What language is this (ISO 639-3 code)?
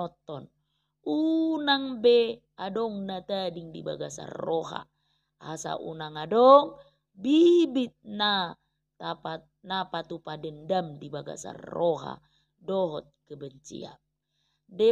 bbc